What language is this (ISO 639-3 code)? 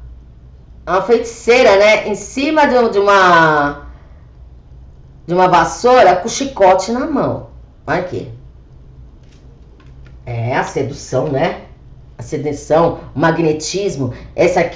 por